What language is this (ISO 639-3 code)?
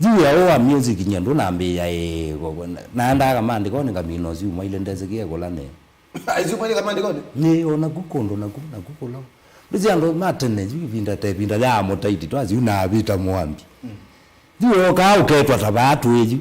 kam